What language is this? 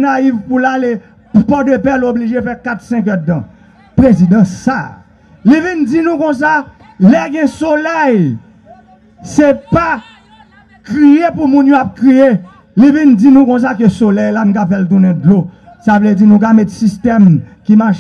Haitian Creole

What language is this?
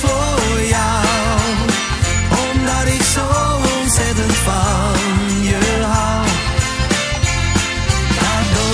Dutch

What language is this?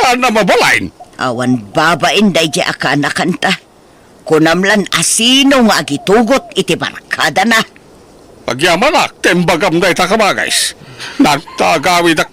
Iloko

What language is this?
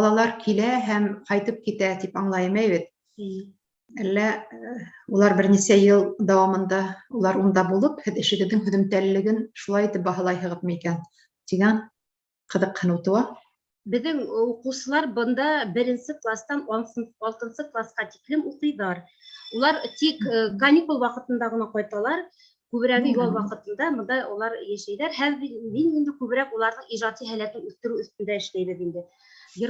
Bashkir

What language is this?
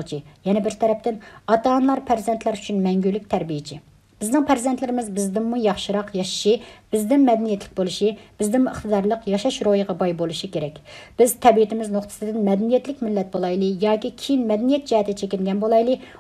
Uyghur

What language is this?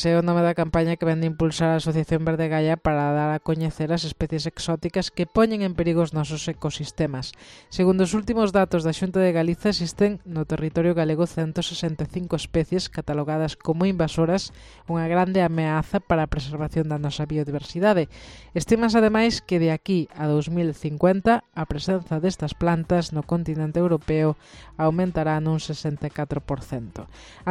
Galician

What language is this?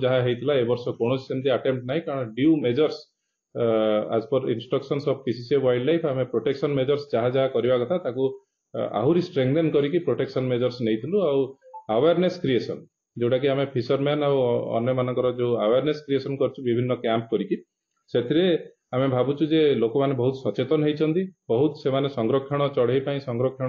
Odia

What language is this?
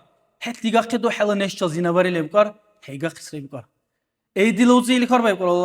Dargwa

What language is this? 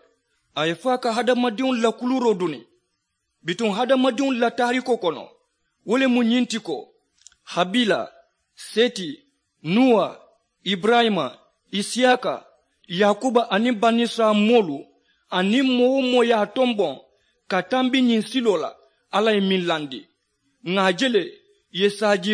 Mandingo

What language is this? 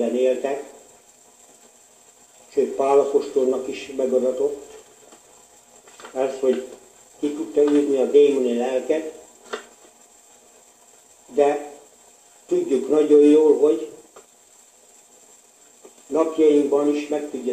Hungarian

